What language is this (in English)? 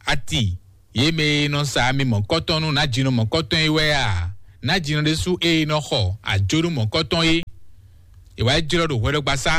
Fon